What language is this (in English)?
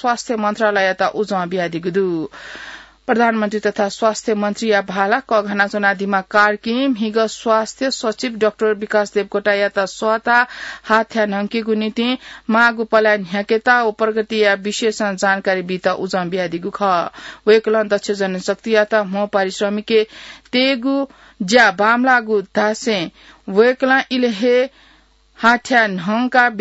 Newari